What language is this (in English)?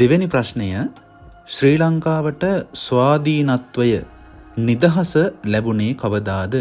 Sinhala